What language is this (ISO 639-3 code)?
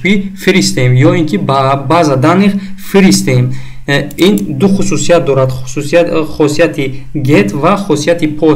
tgk